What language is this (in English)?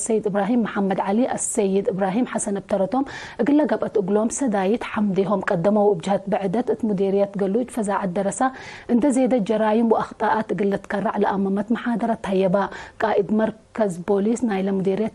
Tigre